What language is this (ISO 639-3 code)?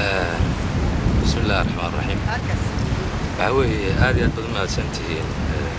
som